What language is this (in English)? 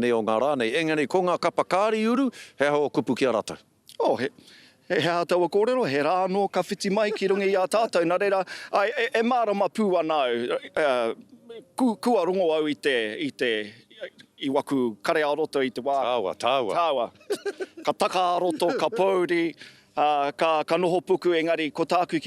Māori